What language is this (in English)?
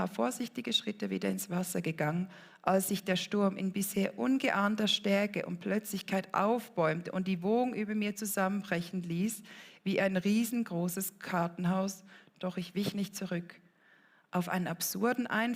Swiss German